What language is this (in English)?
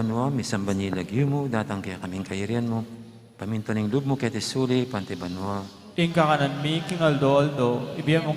Pampanga